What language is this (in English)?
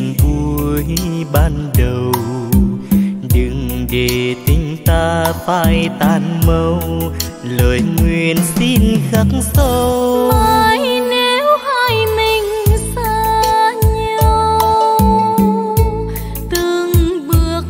Vietnamese